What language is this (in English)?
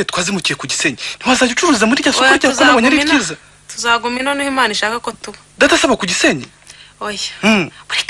Kinyarwanda